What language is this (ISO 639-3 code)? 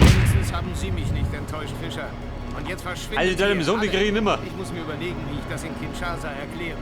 bar